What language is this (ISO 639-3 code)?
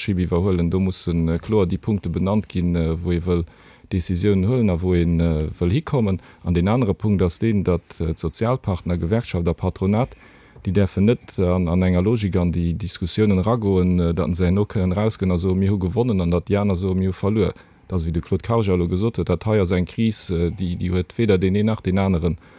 ltz